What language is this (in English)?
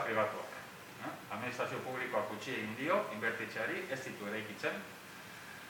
Basque